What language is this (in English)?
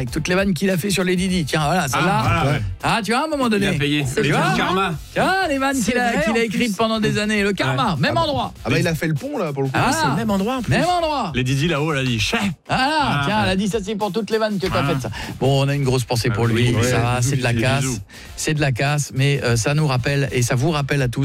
French